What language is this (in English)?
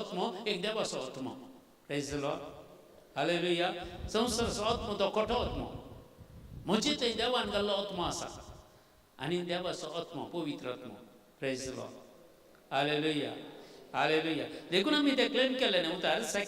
Konkani